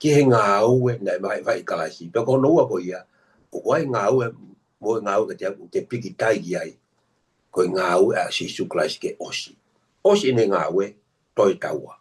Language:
Tongan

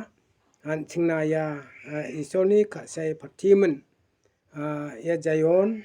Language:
Garo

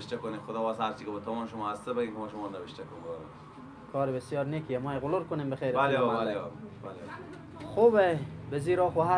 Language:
Persian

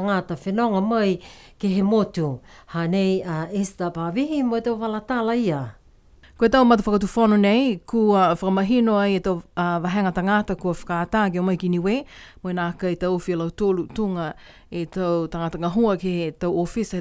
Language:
Niuean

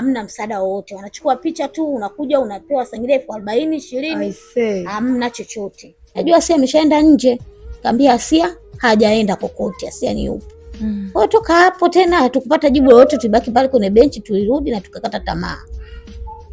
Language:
Swahili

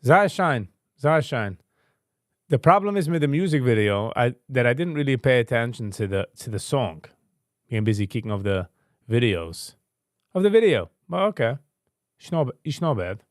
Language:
Yiddish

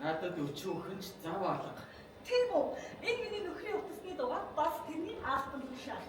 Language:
Mongolian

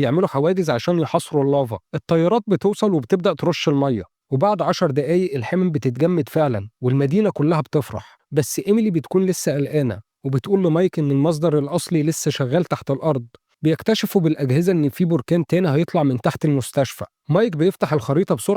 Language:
Egyptian Arabic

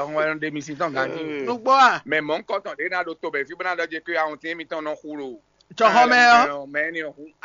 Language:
Fon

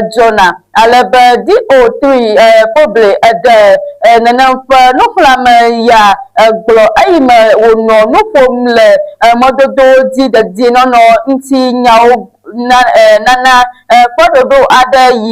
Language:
Ewe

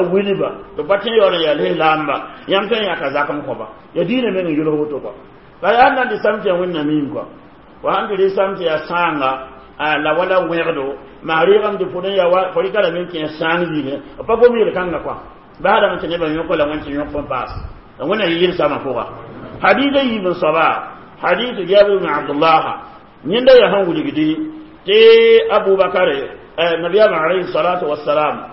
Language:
Mossi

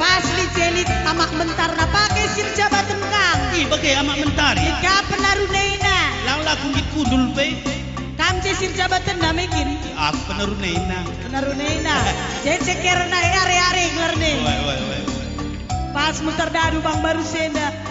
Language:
Batak Karo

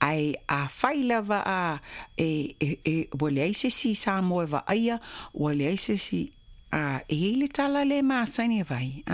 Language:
Samoan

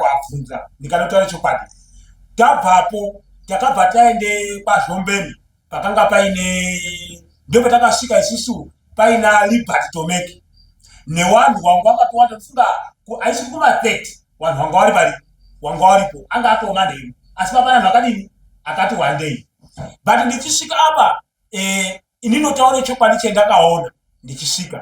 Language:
Shona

